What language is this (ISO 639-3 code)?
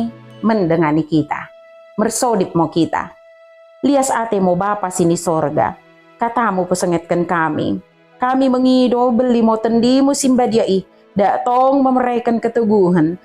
btd